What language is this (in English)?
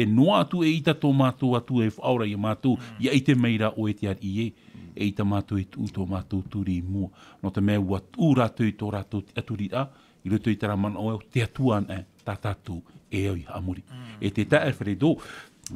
Tahitian